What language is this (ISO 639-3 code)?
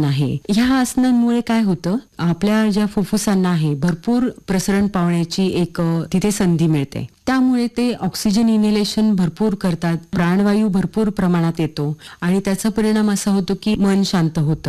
mar